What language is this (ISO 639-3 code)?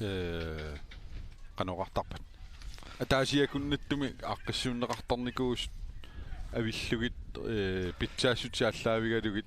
kal